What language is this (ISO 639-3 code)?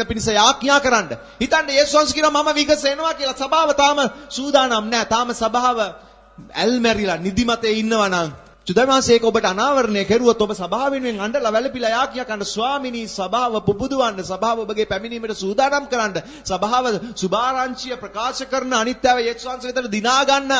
sin